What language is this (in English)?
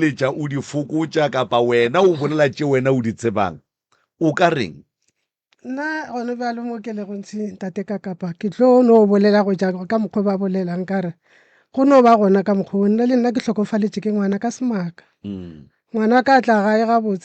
Northern Sotho